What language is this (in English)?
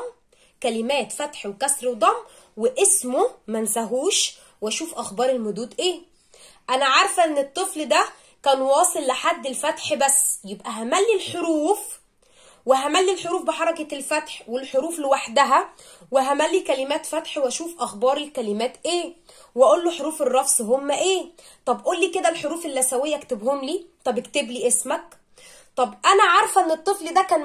Egyptian Arabic